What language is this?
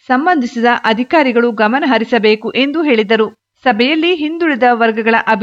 Kannada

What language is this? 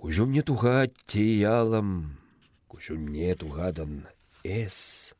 Chuvash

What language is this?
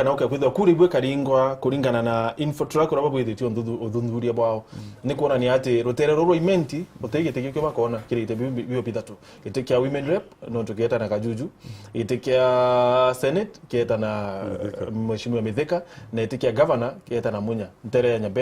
Meru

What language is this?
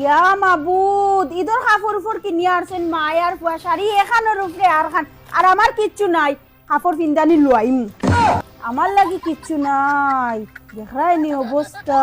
Sylheti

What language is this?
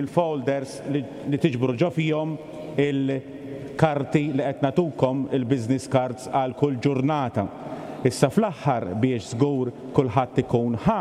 Maltese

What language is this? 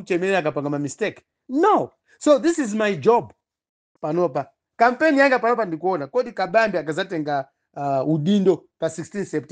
Nyanja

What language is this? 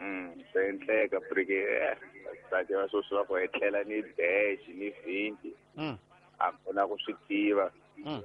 Tsonga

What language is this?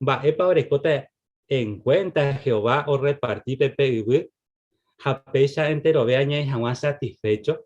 Guarani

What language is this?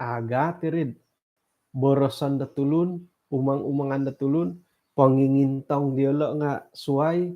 Central Dusun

